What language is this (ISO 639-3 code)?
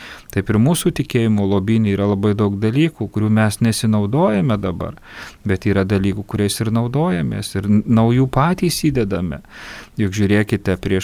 lit